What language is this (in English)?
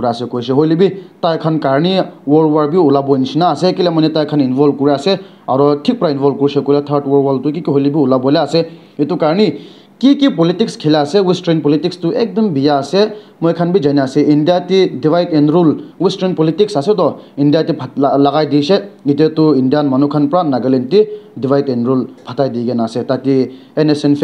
Naga Pidgin